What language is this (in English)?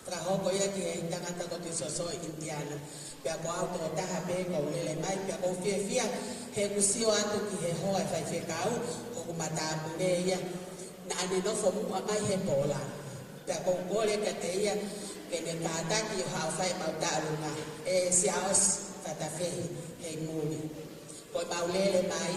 Tongan